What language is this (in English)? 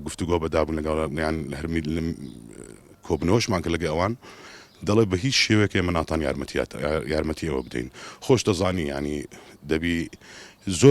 Central Kurdish